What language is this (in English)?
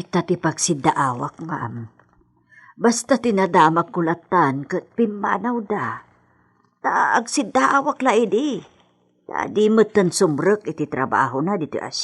Iloko